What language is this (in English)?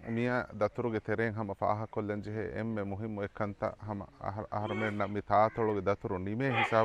Divehi